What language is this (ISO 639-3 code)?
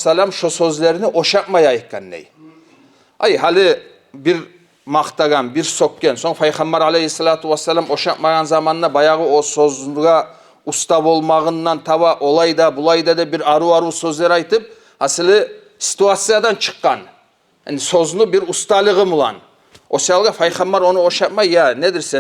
kum